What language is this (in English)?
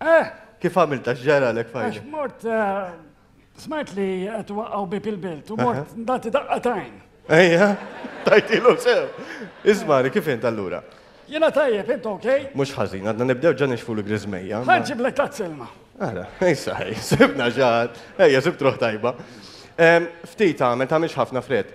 Maltese